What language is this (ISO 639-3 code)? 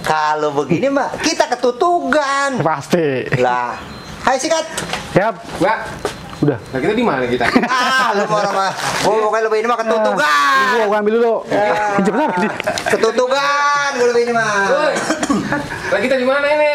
bew